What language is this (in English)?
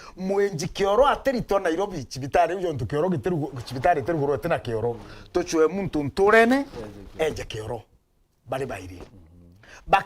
Meru